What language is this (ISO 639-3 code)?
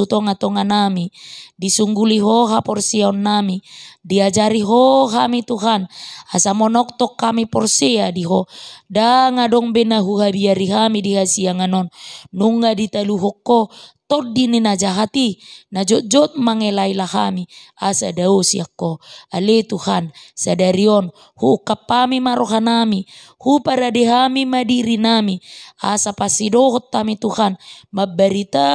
bbc